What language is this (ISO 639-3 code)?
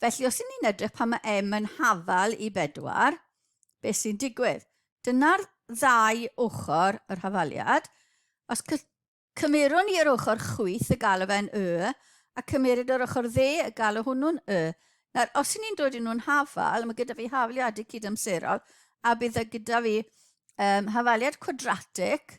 cym